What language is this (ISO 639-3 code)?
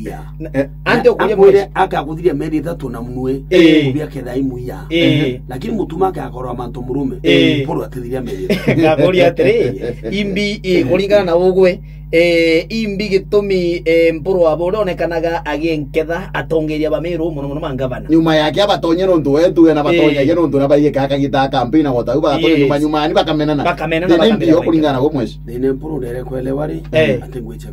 mer